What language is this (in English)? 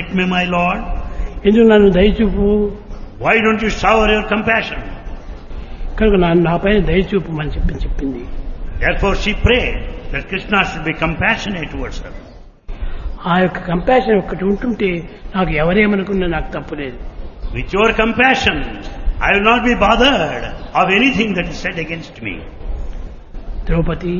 Telugu